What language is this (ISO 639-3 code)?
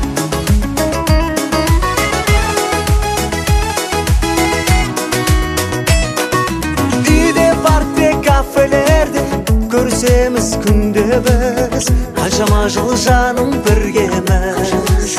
kaz